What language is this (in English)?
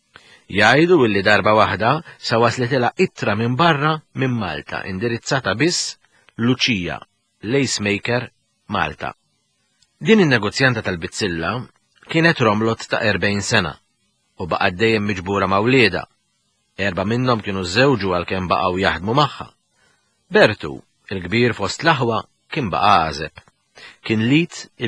Maltese